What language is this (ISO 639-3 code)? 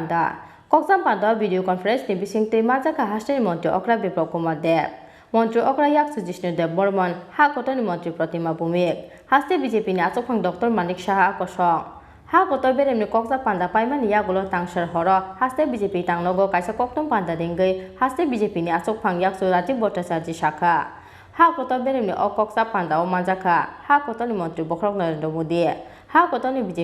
trp